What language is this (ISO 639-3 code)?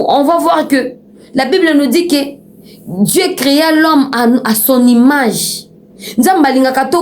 lin